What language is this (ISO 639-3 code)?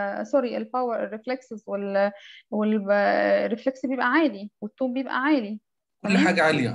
arz